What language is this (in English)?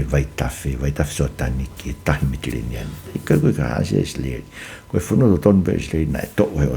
Tongan